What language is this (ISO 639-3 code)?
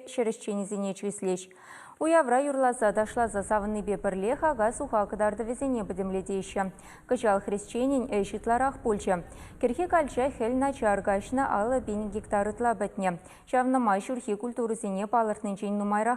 chv